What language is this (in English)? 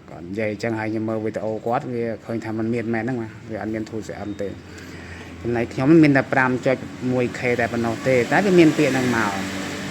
Khmer